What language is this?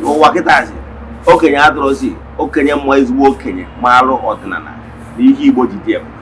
Igbo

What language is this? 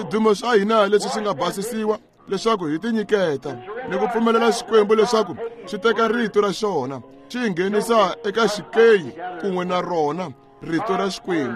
Tsonga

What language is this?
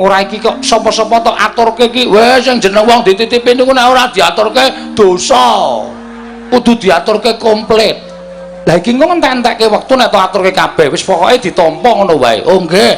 Javanese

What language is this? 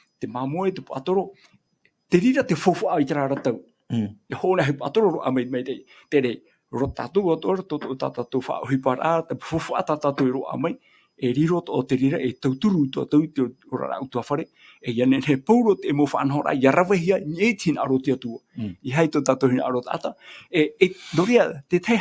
Tahitian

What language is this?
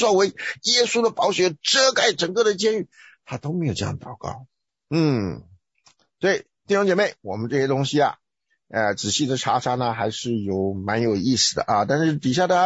Chinese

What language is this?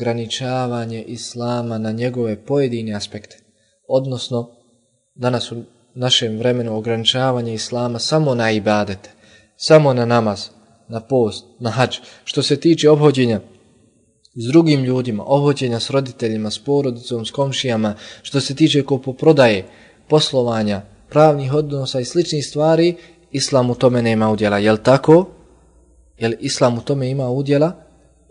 Bosnian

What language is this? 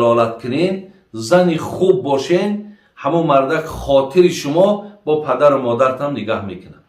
Tajik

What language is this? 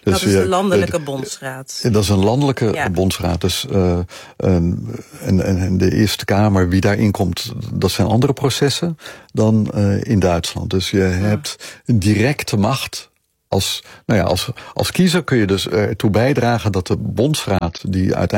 Dutch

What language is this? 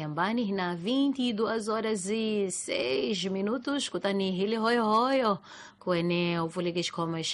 Tsonga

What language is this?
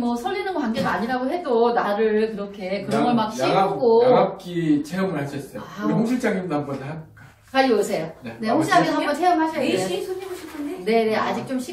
Korean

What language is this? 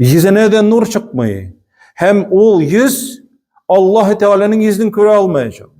Tatar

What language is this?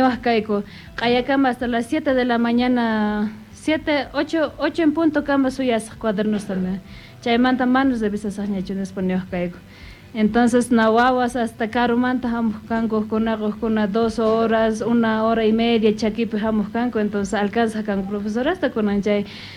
Quechua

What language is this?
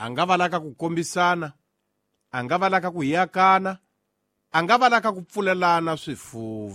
Tsonga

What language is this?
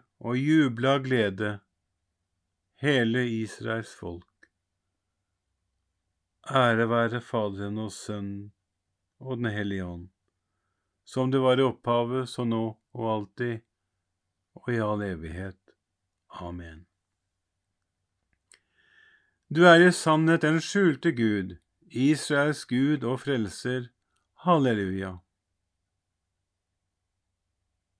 Norwegian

